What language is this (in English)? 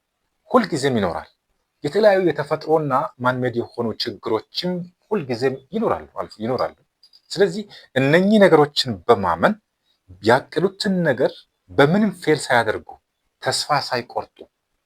Amharic